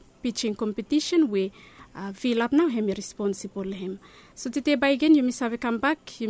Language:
Bislama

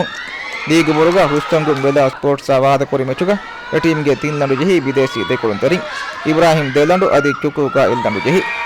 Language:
Divehi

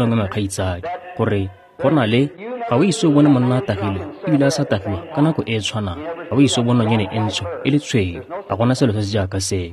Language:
Tswana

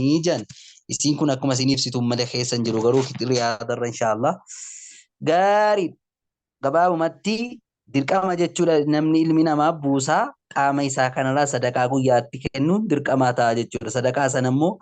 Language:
Oromo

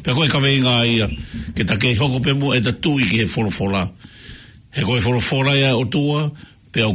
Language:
Tongan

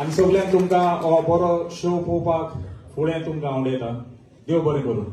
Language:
Konkani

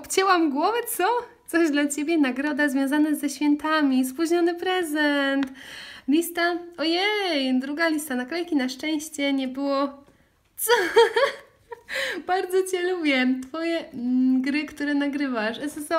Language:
Polish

